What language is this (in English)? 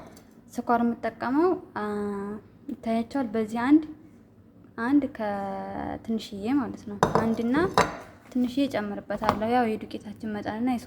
Amharic